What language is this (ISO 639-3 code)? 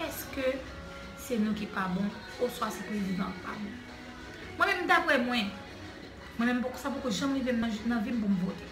hat